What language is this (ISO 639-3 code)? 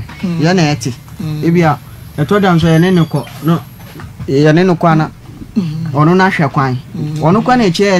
aka